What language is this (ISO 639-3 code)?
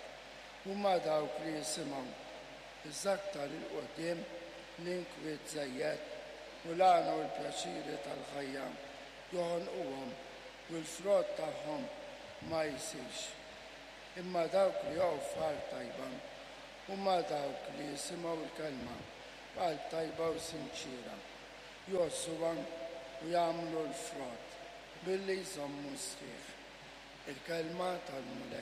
mlt